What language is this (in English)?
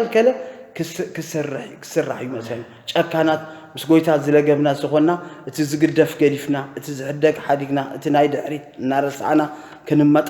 Tigrinya